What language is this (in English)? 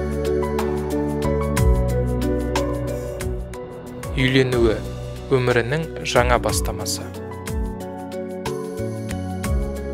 Kazakh